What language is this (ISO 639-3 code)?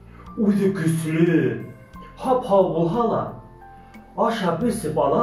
bak